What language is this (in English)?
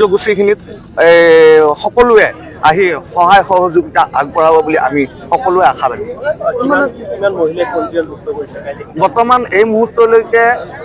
Assamese